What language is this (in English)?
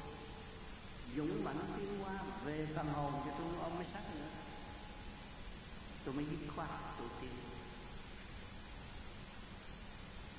Vietnamese